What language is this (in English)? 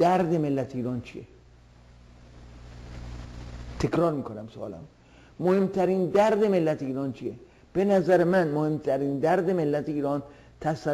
Persian